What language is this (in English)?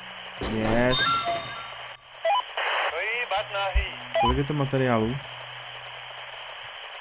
Czech